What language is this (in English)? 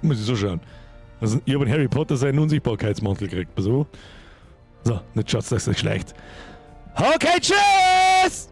Bavarian